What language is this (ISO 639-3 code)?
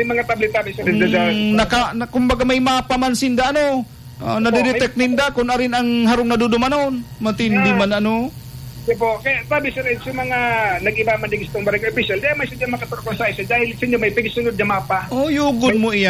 bik